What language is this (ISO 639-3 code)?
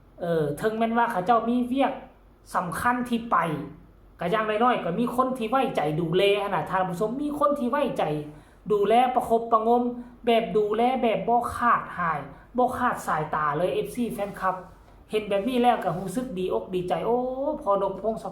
tts